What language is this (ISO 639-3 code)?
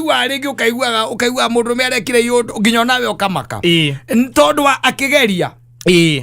kik